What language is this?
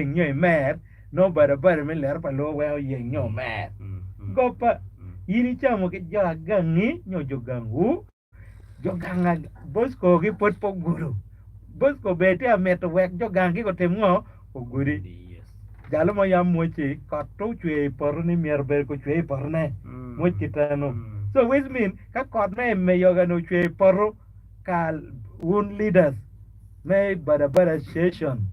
Acoli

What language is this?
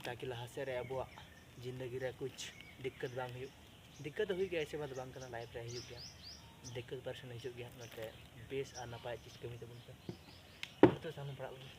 Santali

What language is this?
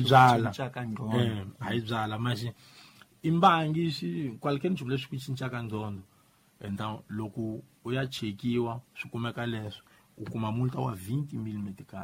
Tsonga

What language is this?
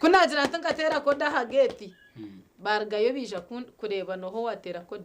Nyankole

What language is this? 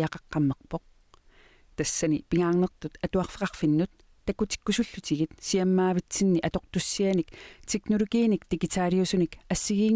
Kalaallisut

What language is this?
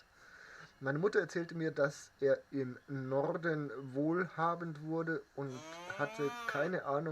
Bavarian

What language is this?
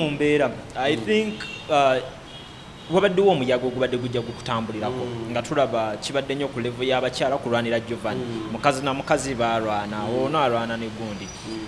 Ganda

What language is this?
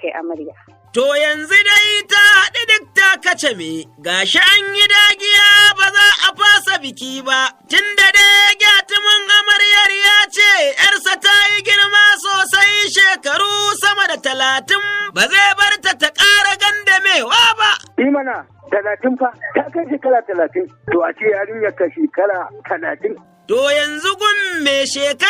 Hausa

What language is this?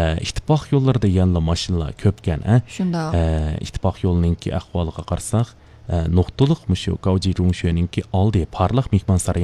Uyghur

